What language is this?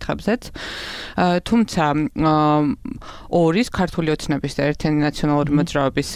Georgian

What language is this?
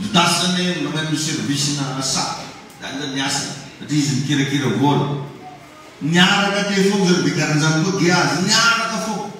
Malagasy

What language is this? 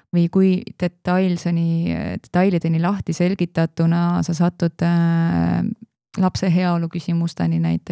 Estonian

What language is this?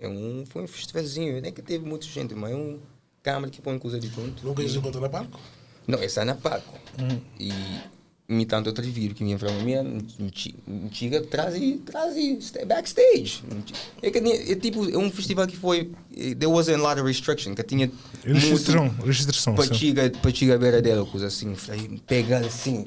Kabuverdianu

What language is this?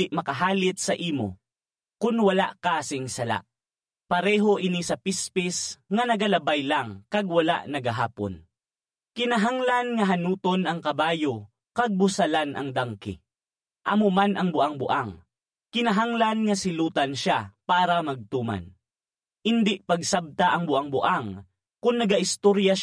Hiligaynon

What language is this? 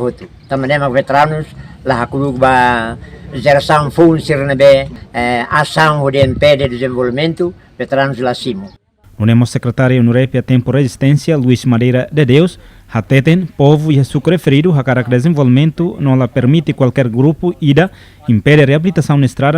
Tetum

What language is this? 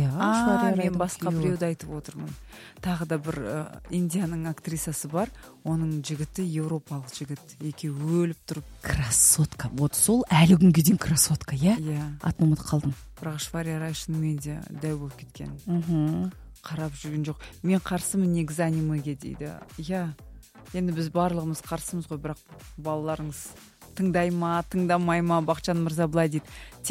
Kazakh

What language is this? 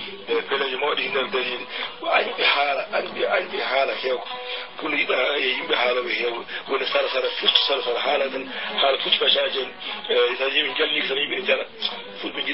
Fula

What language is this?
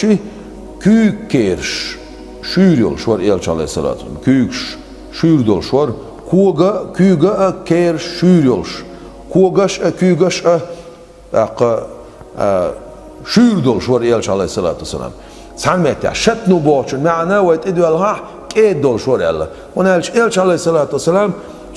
Chechen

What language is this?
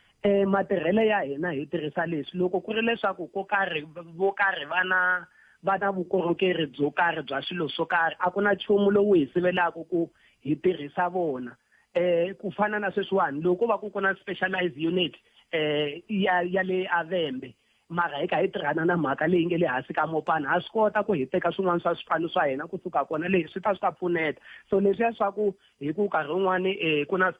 Tsonga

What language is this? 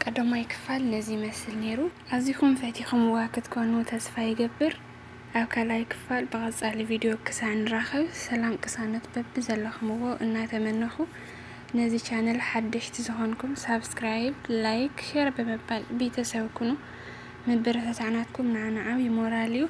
Tigrinya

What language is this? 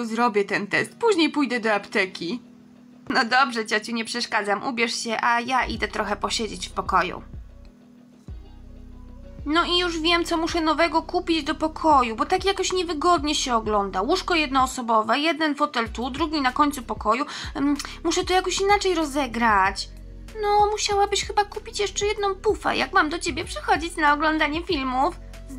Polish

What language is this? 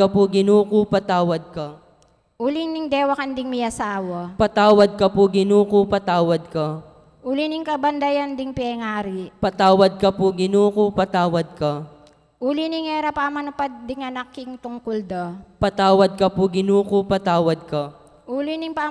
Pampanga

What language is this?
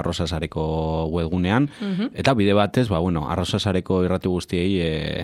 Basque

